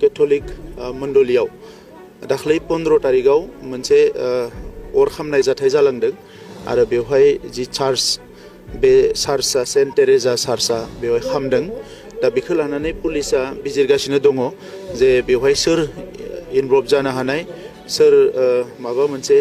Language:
Bodo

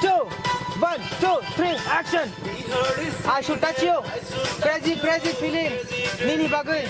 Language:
Kok Borok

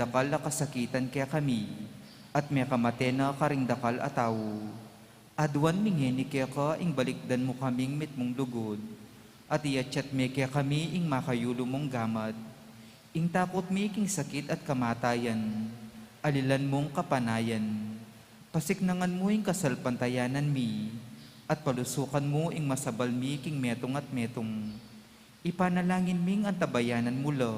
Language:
Pampanga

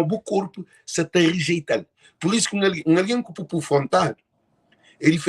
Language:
Kabuverdianu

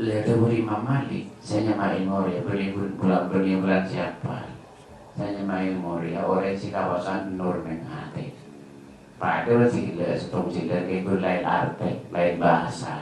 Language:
Madurese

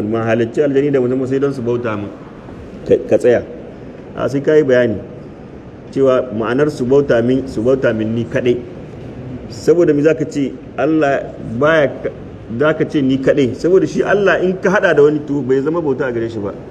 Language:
Hausa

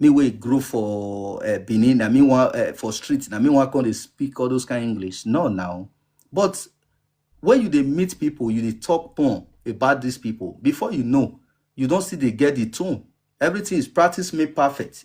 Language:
Nigerian Pidgin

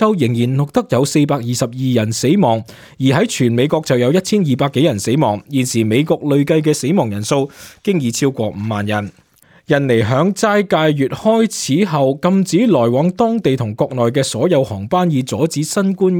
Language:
Cantonese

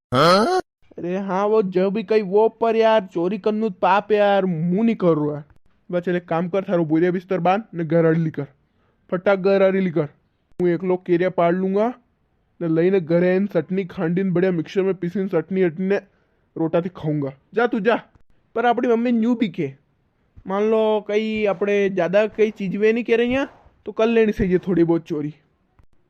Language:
Rajasthani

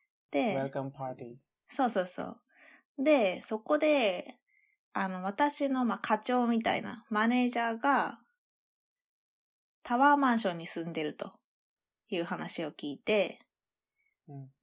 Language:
Japanese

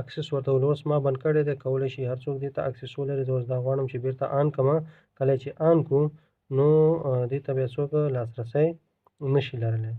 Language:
Pashto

